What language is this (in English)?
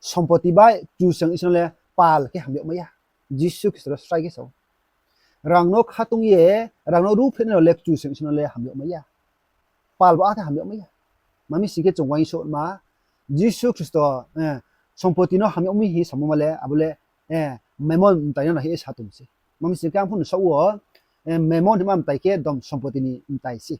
Riang (India)